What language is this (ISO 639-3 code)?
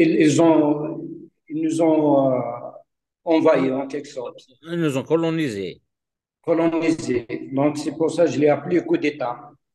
kab